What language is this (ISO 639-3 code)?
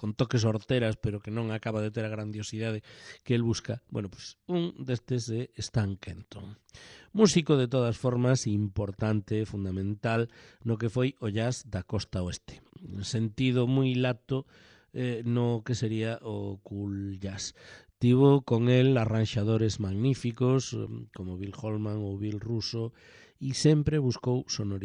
glg